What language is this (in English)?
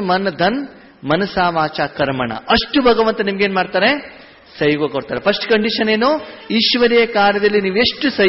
Kannada